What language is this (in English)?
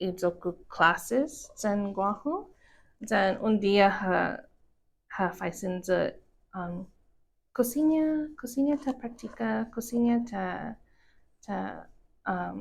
Chamorro